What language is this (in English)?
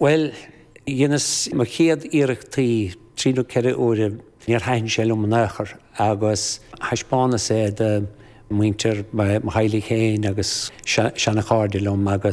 Irish